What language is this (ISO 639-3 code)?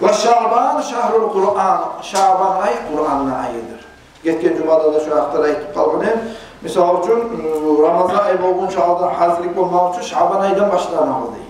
kum